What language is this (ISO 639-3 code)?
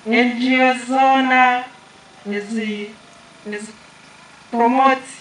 nyn